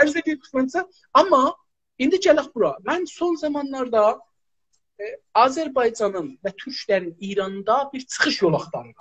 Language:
South Azerbaijani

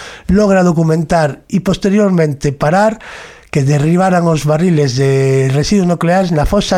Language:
Galician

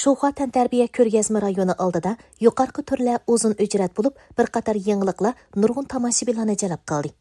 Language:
Uyghur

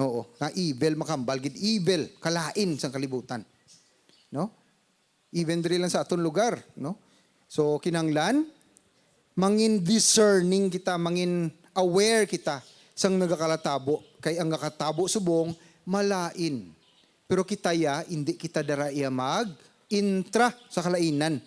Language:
Hiligaynon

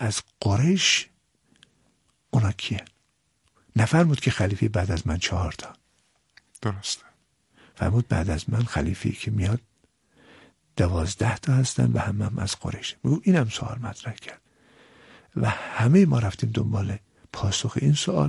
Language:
Persian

